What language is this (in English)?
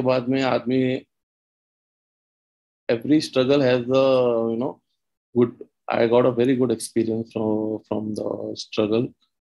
Hindi